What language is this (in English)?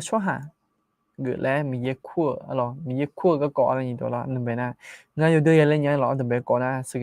Akha